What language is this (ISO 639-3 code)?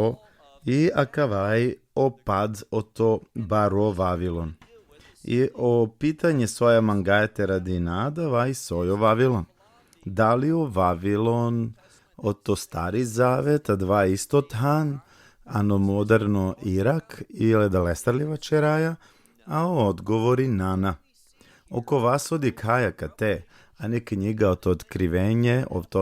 rmn